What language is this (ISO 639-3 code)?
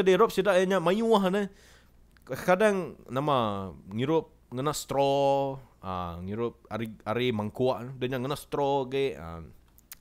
iba